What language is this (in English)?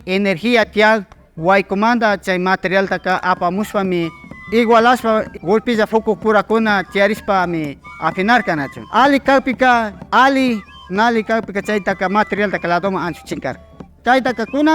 Imbabura Highland Quichua